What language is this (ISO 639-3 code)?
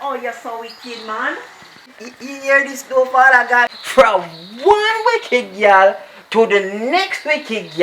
jam